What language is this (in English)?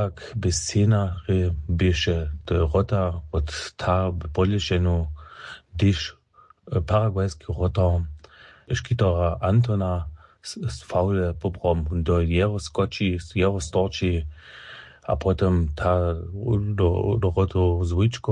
Upper Sorbian